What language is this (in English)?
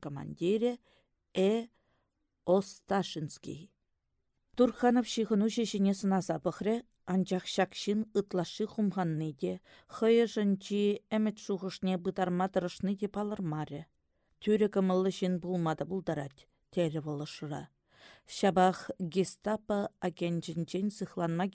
Chuvash